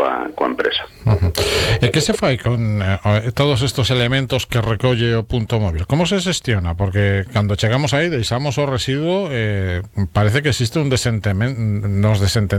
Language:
Galician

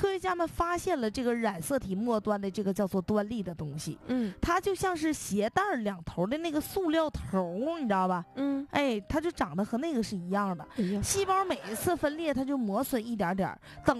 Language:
Chinese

